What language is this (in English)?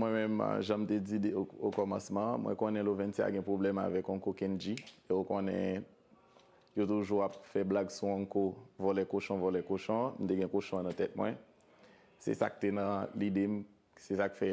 Haitian Creole